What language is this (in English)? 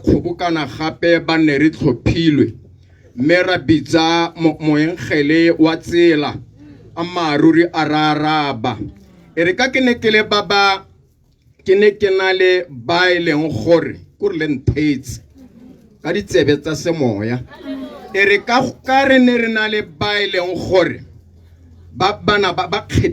Tswana